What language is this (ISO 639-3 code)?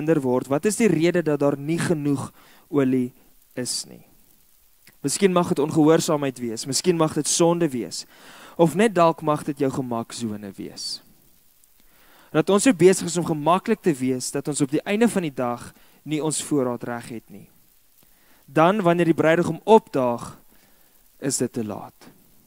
afr